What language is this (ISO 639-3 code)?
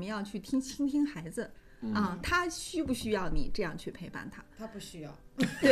zho